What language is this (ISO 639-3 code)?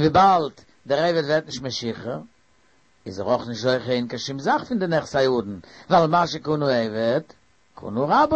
yid